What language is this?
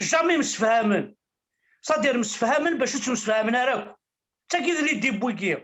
Kabyle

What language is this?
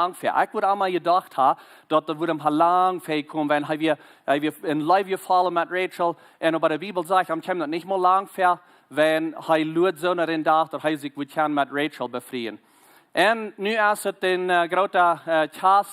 Plautdietsch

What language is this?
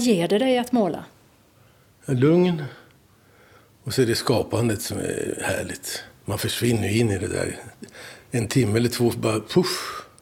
Swedish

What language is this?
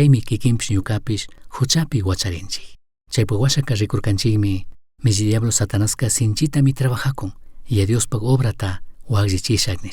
Chimborazo Highland Quichua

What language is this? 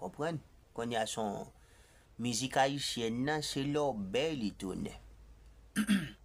Haitian Creole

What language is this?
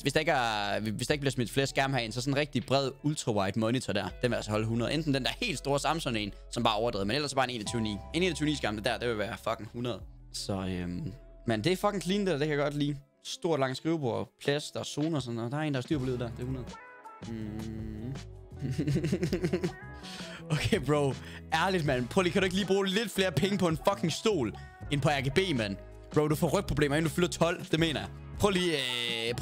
Danish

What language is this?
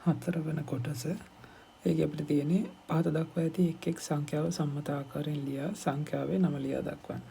Sinhala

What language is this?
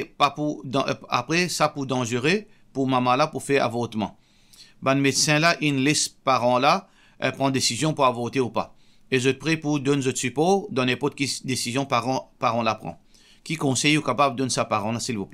Morisyen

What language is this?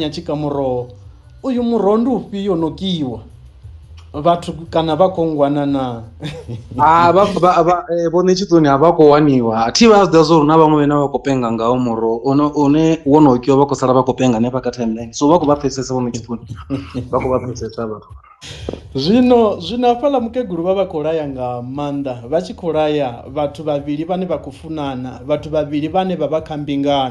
Venda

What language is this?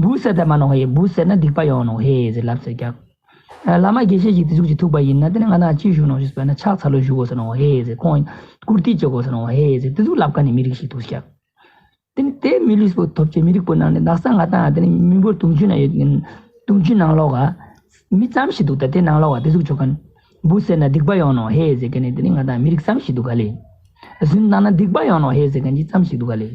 Ladakhi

